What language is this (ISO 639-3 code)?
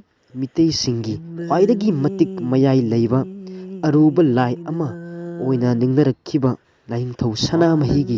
mni